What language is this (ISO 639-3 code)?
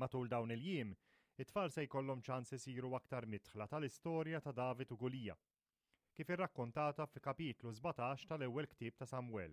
mlt